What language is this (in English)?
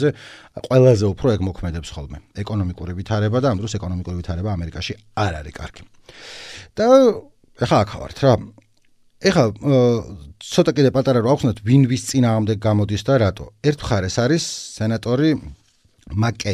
Georgian